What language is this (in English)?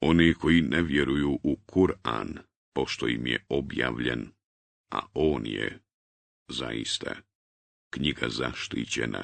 Bosnian